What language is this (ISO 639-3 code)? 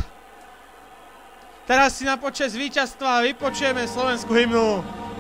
slk